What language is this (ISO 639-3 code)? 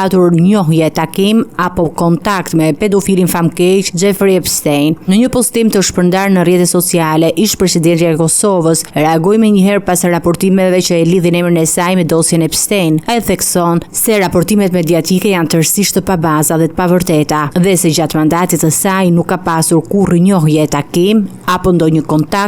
sqi